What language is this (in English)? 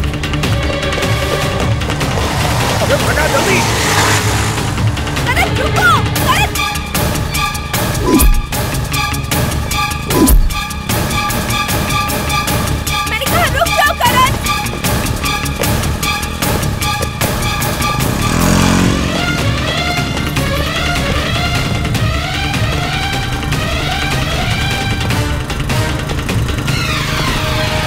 Hindi